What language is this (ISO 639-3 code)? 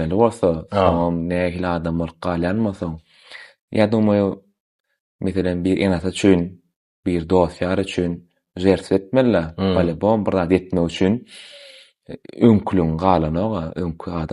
tuk